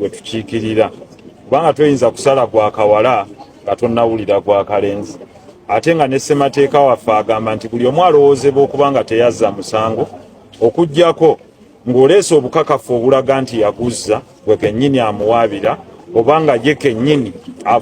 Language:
Ganda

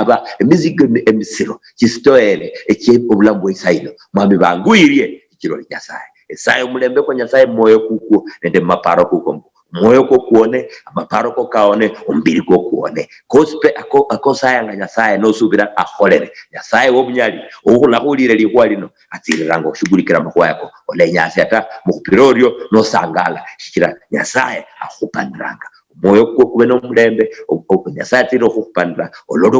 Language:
Luyia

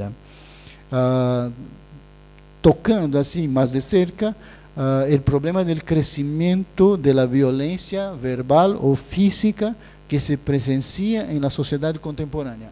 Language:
Spanish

